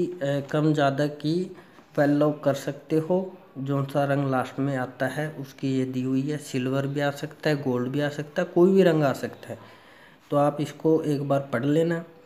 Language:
Hindi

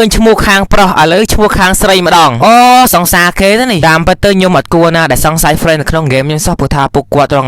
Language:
Khmer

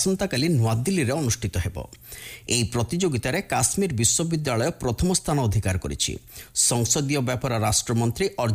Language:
Odia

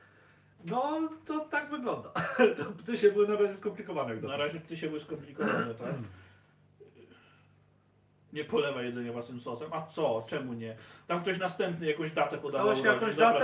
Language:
Polish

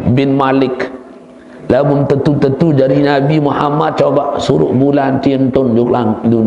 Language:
Sasak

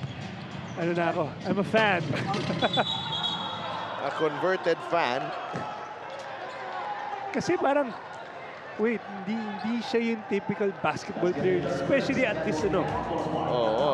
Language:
Filipino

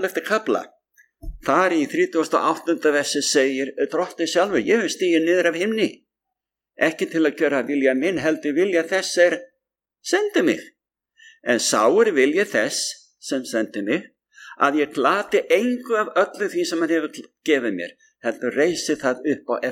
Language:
Icelandic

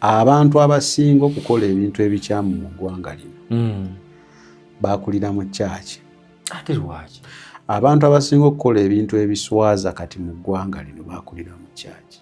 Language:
Ganda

